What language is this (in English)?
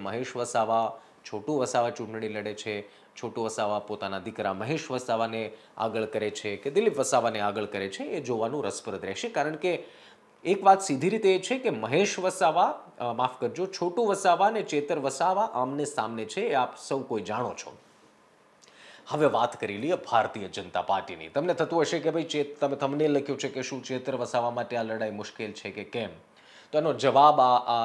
Gujarati